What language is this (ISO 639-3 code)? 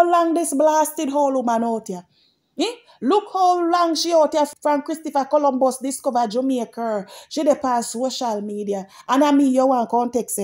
jam